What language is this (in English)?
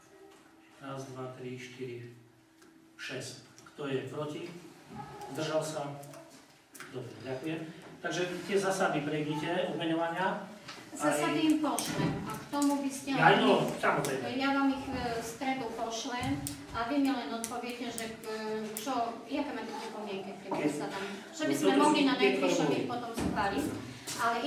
Slovak